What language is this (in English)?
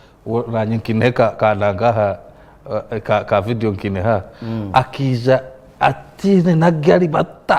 Nyankole